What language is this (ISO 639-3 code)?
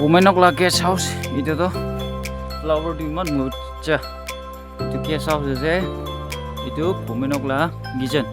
nag